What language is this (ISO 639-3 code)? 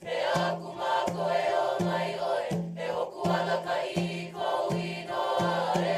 haw